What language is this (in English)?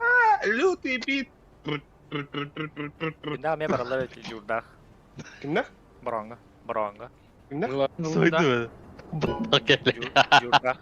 Yakut